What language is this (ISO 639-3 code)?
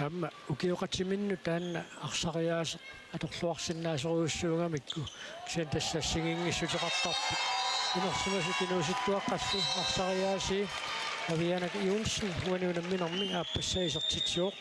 kal